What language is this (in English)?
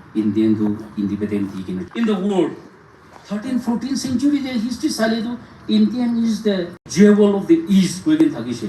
Naga Pidgin